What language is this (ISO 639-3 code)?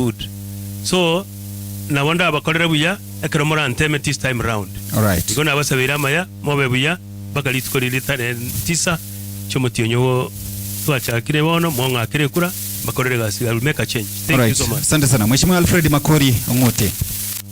guz